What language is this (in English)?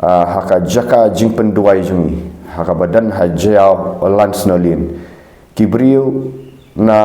Khasi